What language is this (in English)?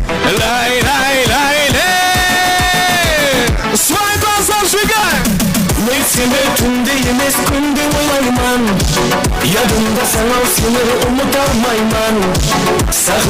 Kara-Kalpak